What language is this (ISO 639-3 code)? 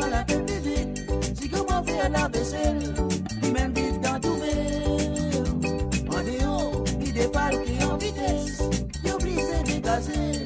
mfe